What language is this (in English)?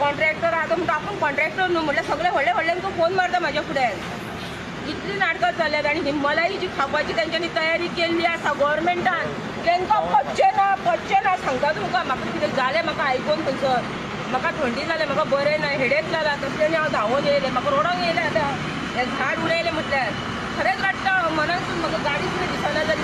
Konkani